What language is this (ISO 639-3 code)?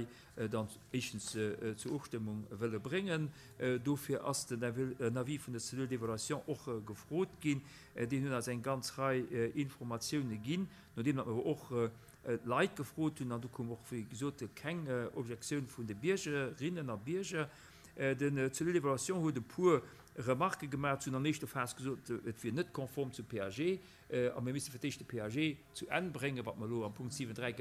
ltz